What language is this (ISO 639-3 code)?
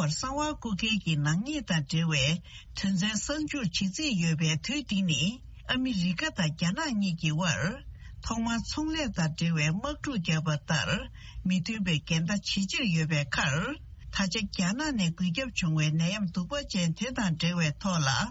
bod